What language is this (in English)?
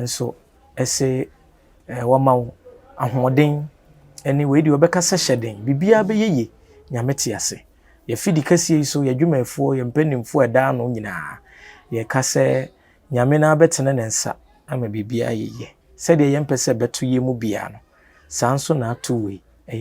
Akan